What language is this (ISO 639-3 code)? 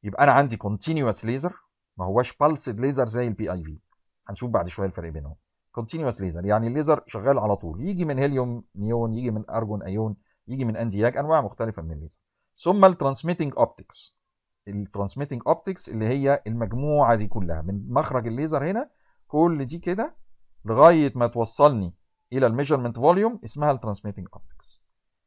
arz